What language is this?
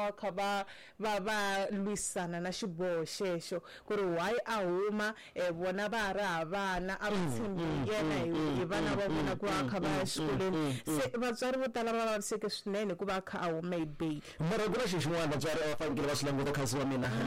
Tsonga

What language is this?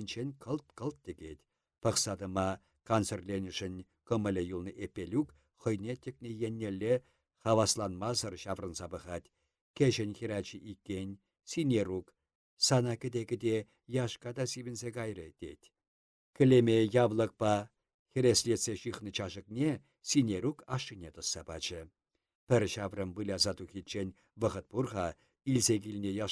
Chuvash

